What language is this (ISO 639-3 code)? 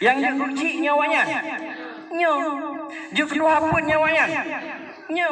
ace